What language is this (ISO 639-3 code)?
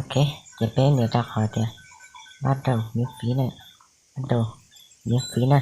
hmn